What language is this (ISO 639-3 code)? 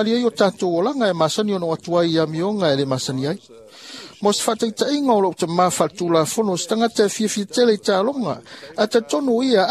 smo